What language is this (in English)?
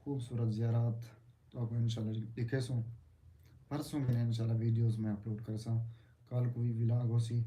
Saraiki